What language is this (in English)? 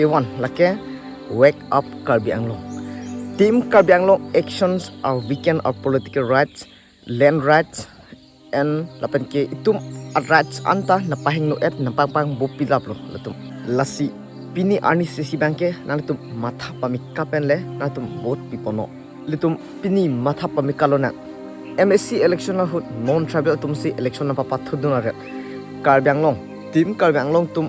Karbi